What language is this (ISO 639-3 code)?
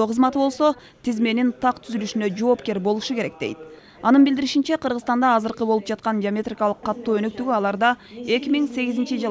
kir